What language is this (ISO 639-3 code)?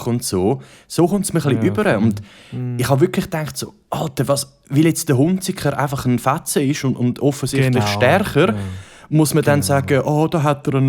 gsw